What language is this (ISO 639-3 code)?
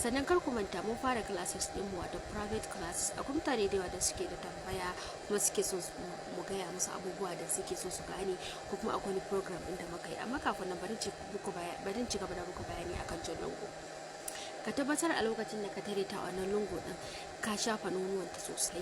hau